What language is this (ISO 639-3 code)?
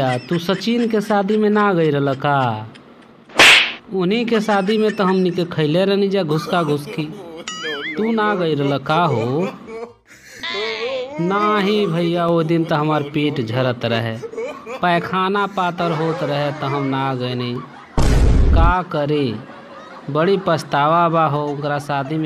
bho